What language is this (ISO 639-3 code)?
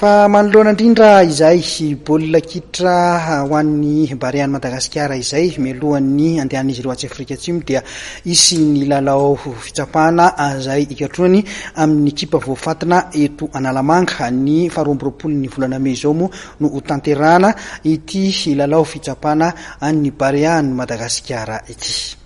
mlg